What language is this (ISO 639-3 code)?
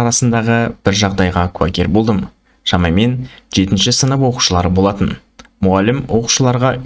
kaz